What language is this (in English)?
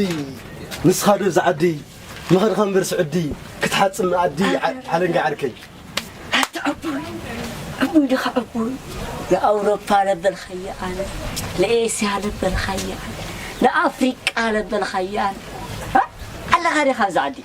Tigrinya